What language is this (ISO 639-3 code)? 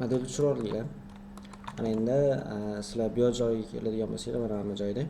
uzb